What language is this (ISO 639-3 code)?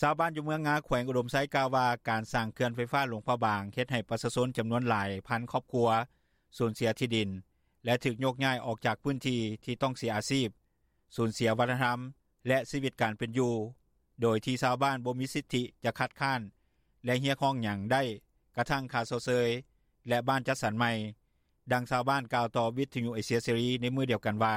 lao